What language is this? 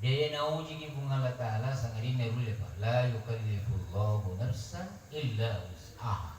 Buginese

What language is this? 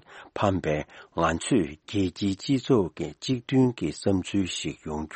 Tibetan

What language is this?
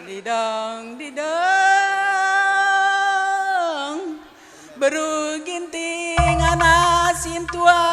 Batak Karo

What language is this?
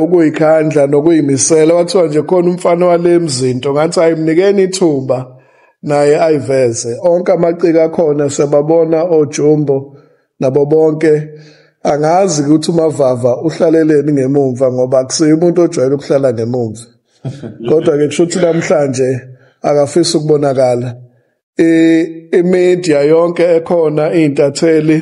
Zulu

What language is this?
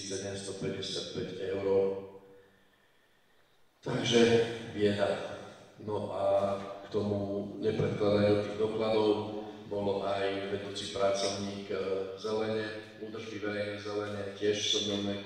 Slovak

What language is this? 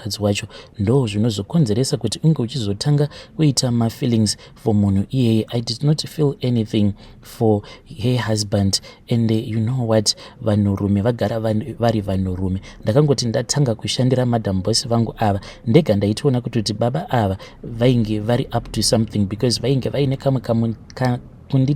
Shona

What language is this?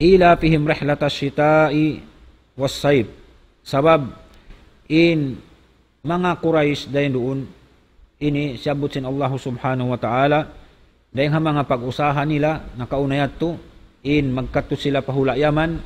Tausug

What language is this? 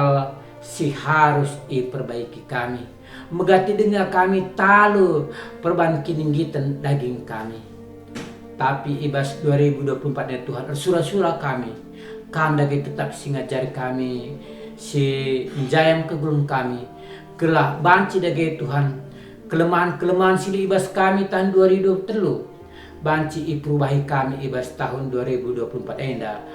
Batak Karo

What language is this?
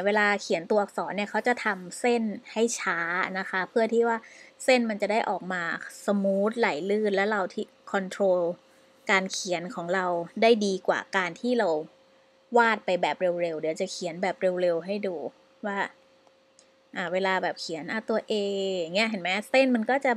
Thai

